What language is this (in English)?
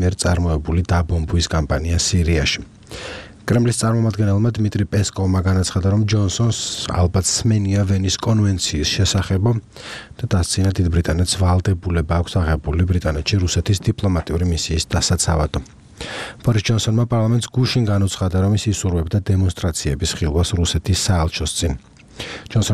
Georgian